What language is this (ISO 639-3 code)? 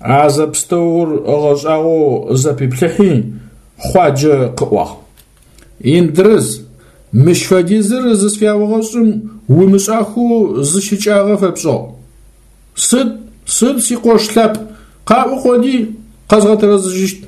ady